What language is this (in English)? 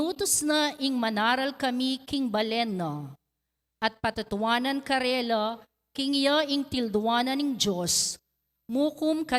Pampanga